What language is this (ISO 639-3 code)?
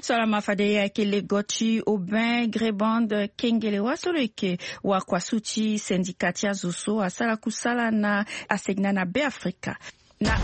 sag